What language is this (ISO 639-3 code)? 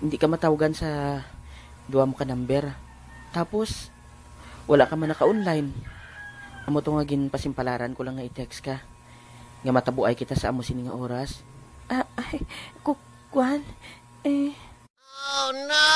hil